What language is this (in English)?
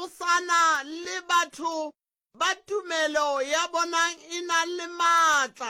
Northern Sotho